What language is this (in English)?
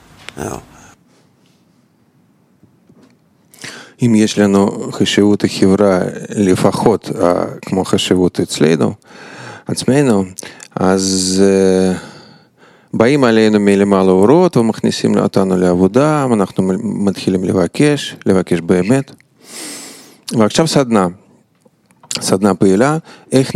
Hebrew